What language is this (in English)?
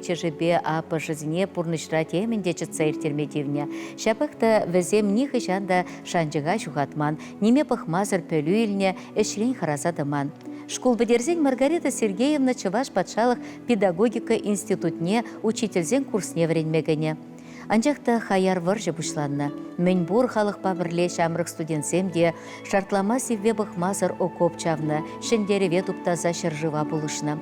Chuvash